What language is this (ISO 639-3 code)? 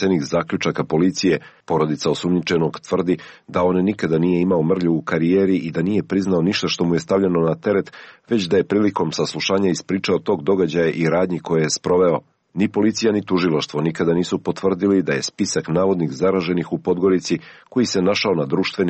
srp